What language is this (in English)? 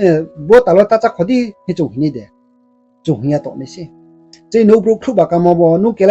Riang (India)